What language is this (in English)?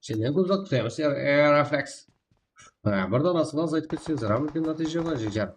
Kara-Kalpak